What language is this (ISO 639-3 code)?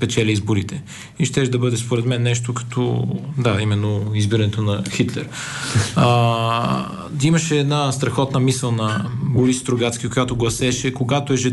bul